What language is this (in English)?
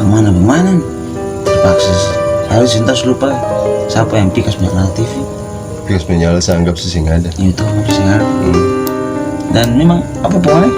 Ambonese Malay